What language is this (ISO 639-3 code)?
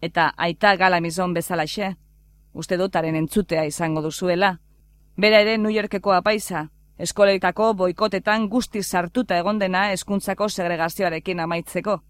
eus